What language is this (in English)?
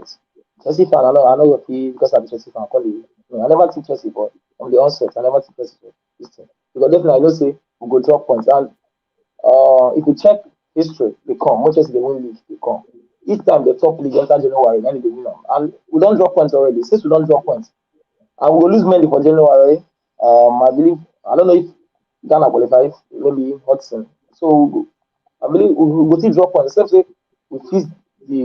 Nigerian Pidgin